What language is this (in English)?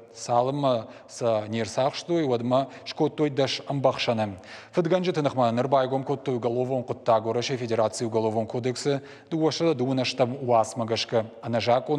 Ossetic